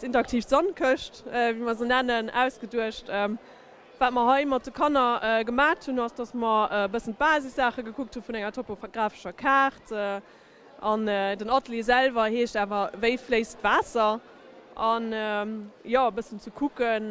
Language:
Luxembourgish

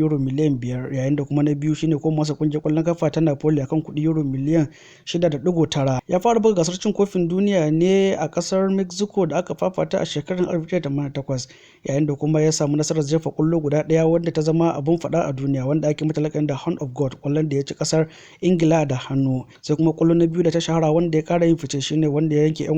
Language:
Hausa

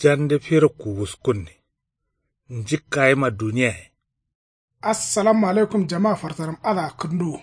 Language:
Kanuri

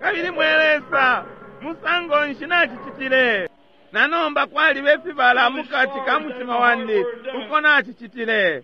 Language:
Bemba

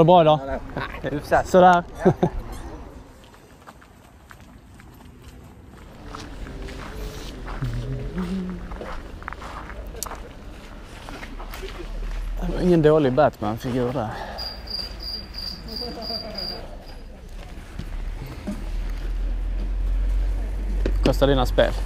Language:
Swedish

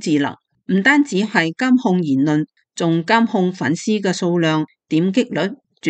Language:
Cantonese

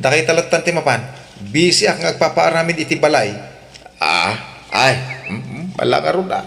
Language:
Iloko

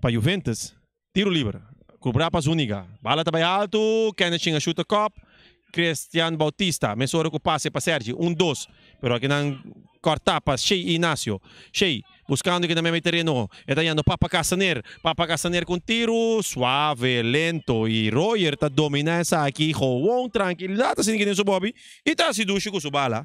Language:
Papiamento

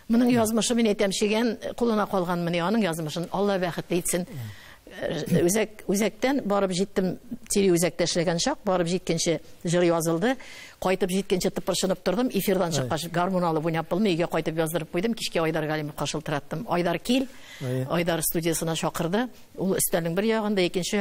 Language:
Tatar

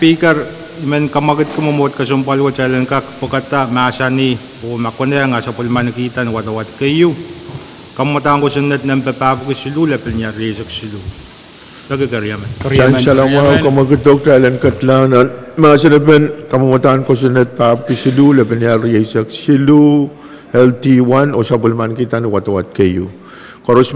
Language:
Pohnpeian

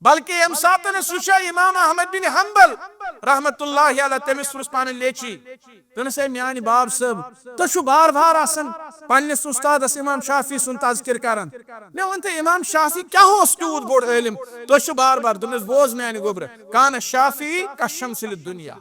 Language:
Kashmiri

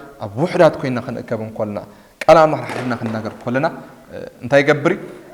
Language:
Tigrinya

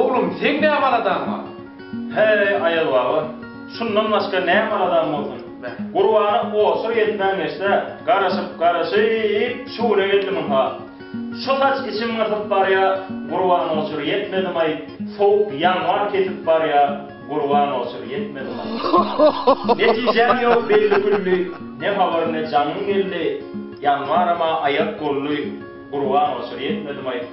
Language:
Turkmen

